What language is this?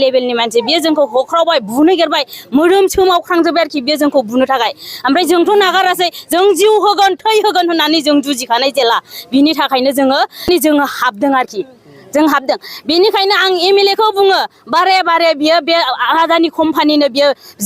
Bodo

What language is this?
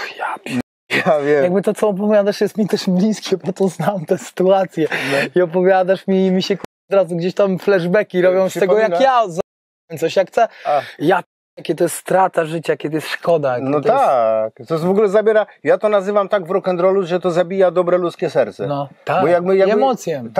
Polish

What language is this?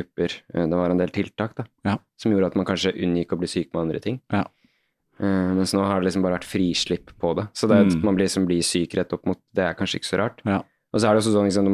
Norwegian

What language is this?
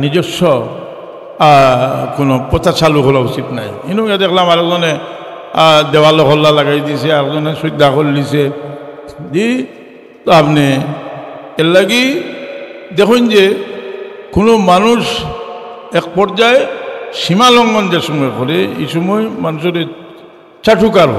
Sylheti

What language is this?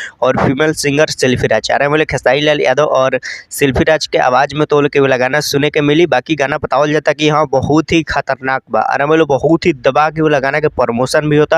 Bhojpuri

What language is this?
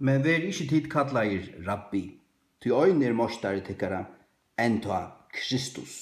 Faroese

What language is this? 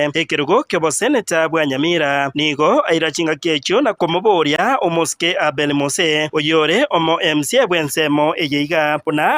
Gusii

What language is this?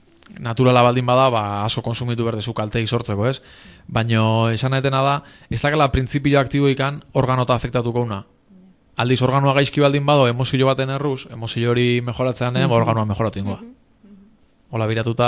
Basque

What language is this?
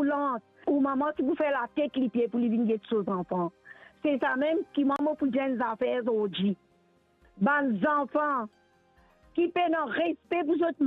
Morisyen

